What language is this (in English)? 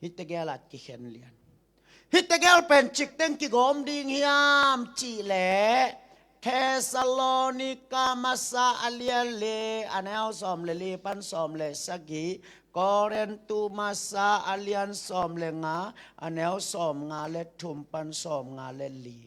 Tedim Chin